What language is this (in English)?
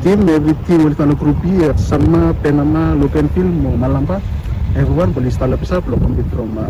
Bislama